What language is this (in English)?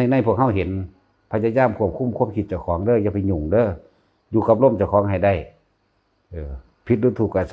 Northeastern Thai